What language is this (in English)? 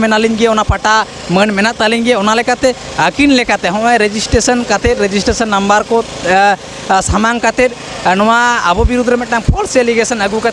Santali